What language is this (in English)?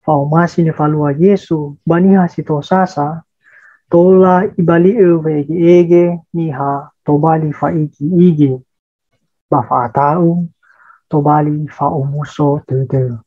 Nias